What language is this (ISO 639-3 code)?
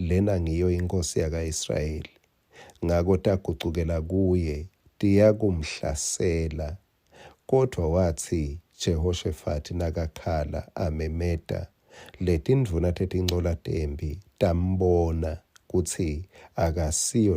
ssw